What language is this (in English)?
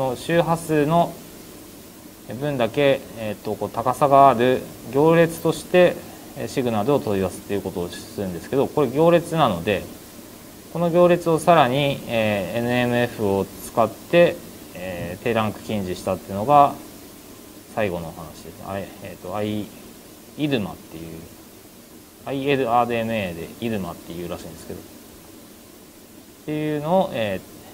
Japanese